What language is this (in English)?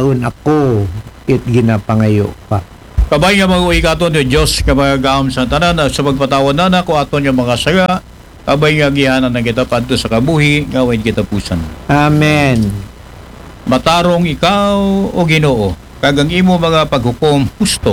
Aklanon